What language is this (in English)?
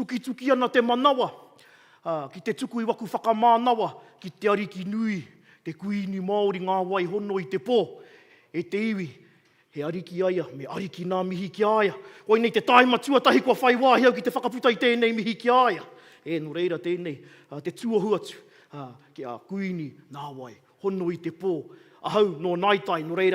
Māori